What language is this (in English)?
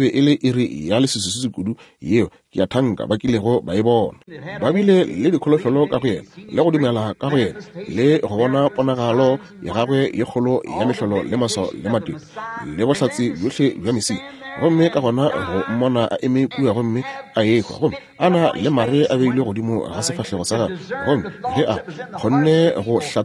Northern Sotho